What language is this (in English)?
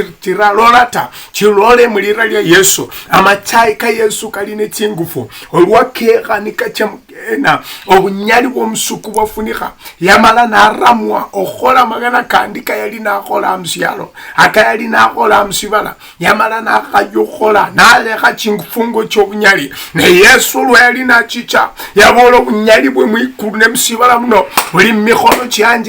Luyia